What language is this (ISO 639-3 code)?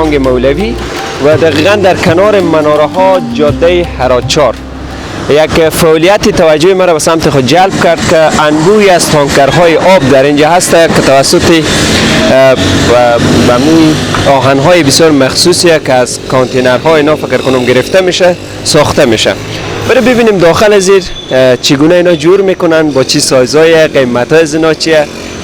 fas